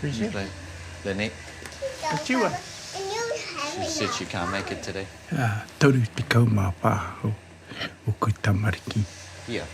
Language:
Māori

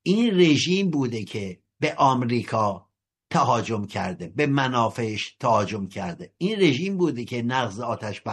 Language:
Persian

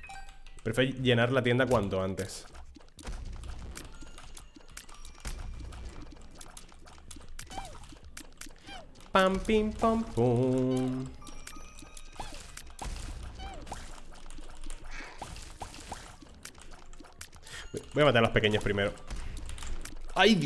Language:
Spanish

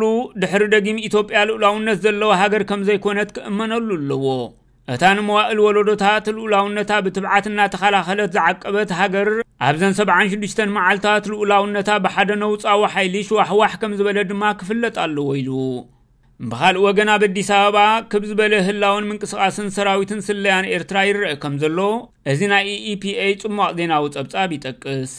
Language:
Tigrinya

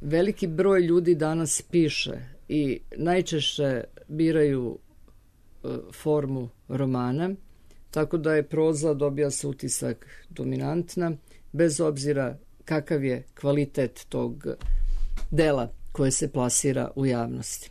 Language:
Serbian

